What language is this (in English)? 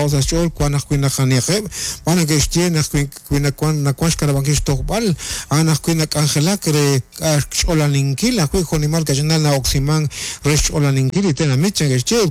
Kekchí